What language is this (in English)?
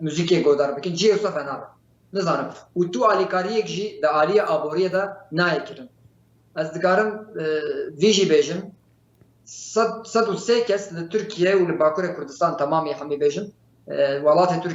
Kurdish